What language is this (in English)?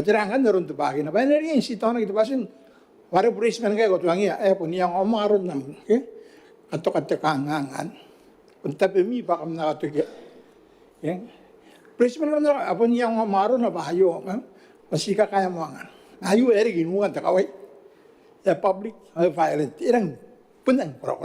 Gilbertese